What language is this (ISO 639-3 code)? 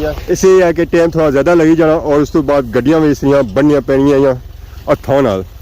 phr